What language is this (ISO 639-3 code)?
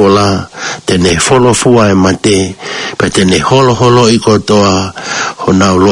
ton